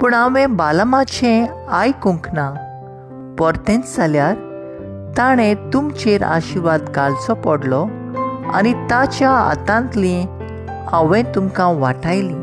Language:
Konkani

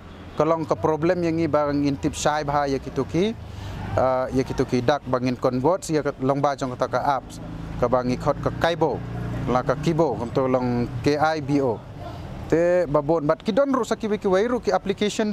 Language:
Khasi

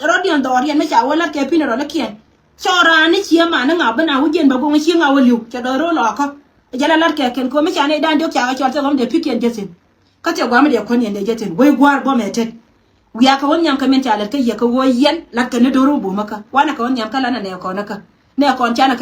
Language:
Nuer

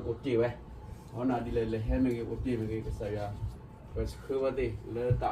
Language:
S'gaw Karen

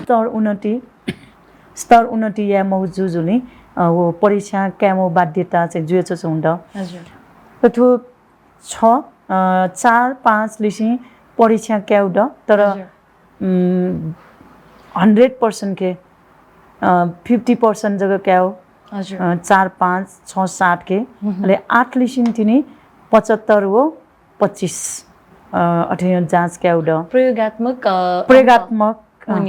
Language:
Newari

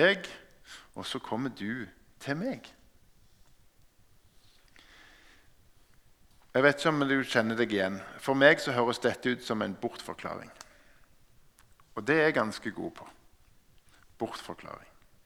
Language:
Norwegian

